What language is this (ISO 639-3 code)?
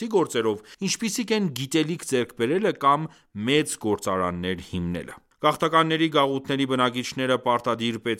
hye